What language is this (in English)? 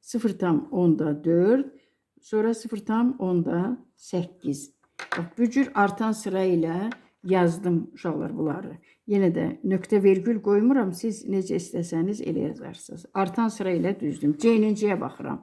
Azerbaijani